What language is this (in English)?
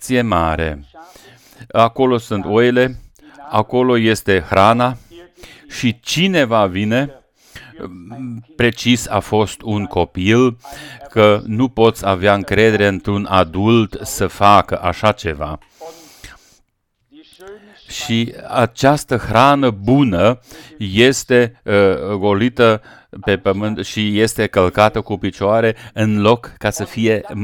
Romanian